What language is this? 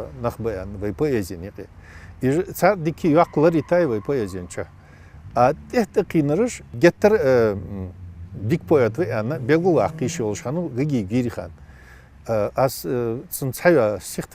Ingush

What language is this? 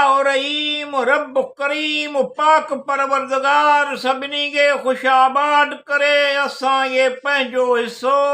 Sindhi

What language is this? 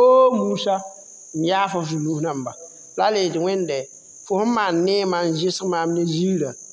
Mossi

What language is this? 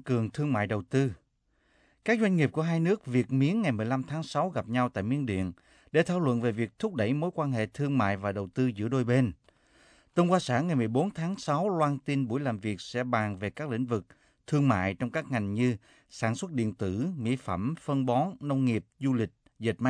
Vietnamese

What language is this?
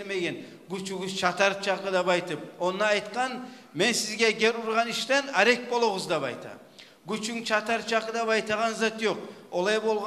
Kumyk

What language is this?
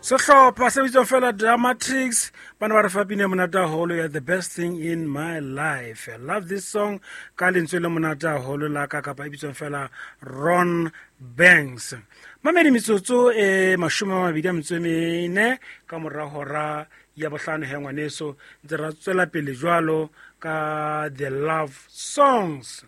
Southern Sotho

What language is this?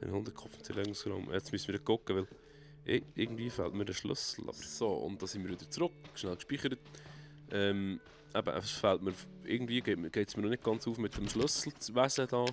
Swiss German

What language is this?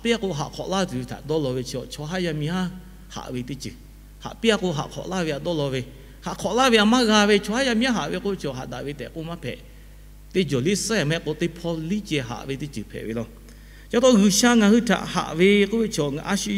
Lahu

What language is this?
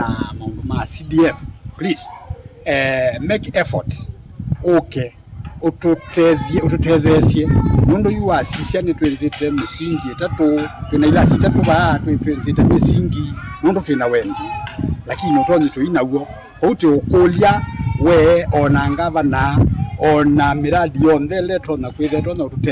Kamba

